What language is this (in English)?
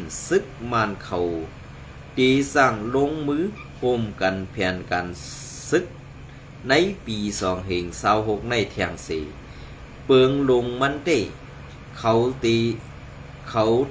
Shan